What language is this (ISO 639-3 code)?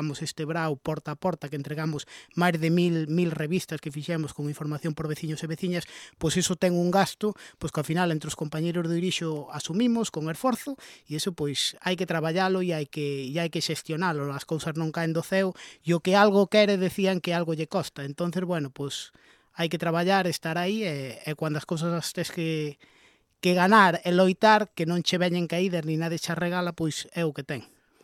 glg